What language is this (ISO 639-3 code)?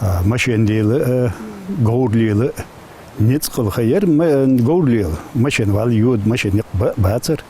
inh